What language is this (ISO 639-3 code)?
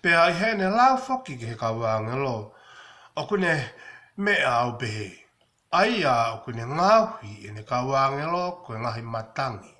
ton